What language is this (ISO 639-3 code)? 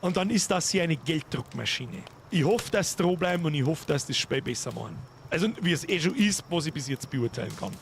bar